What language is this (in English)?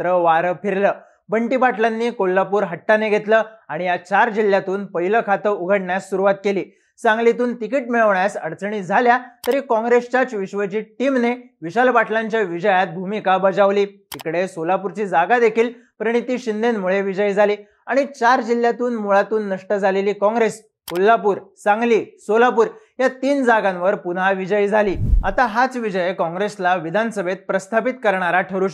Marathi